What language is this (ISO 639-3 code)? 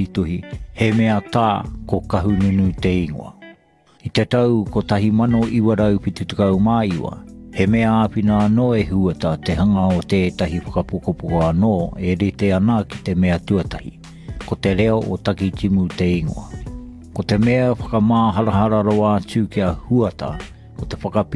mri